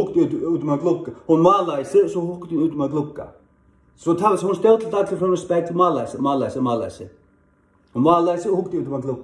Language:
Faroese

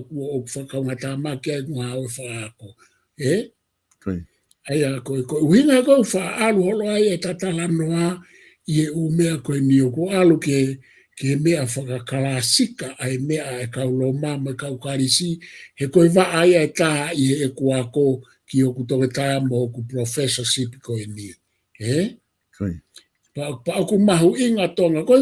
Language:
Tongan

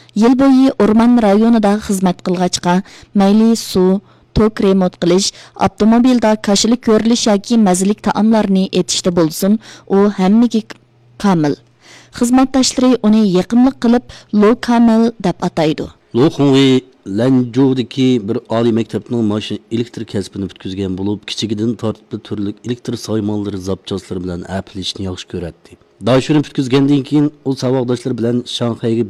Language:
Uyghur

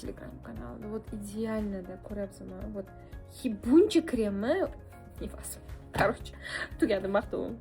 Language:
Uzbek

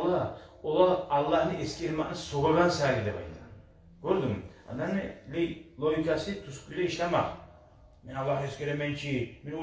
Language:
Kumyk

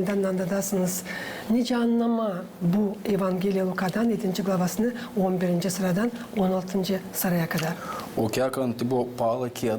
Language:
Gagauz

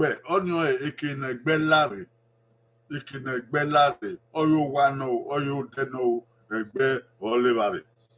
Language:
Bini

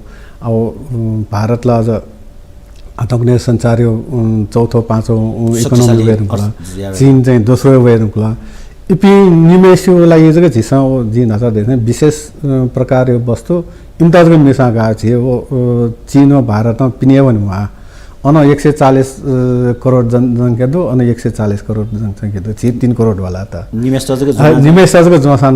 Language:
Newari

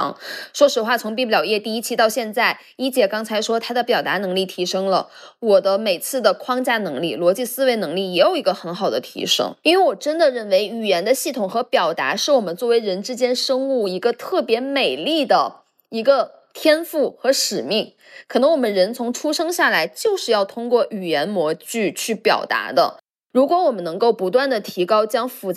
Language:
Chinese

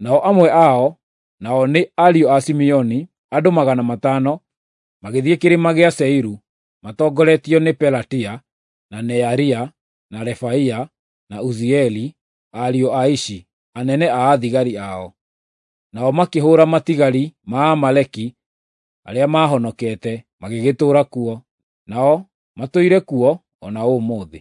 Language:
Kikuyu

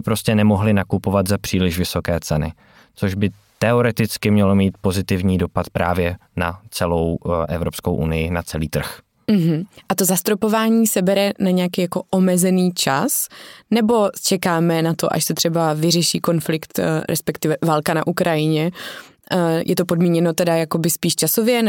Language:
Czech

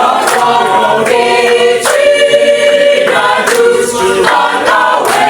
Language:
Acoli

